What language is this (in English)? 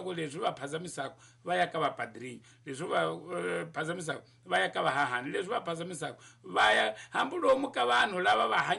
Tsonga